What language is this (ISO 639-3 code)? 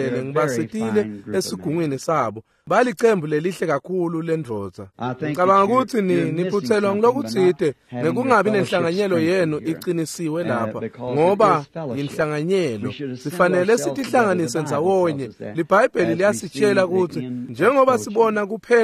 ssw